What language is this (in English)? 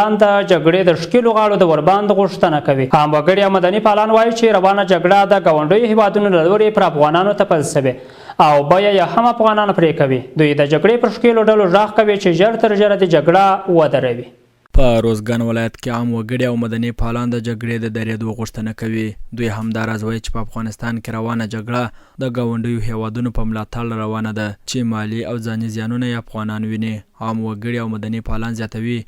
Pashto